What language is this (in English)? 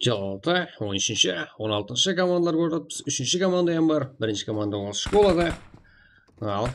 Kara-Kalpak